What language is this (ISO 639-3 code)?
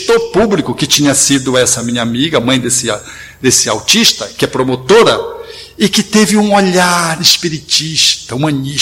por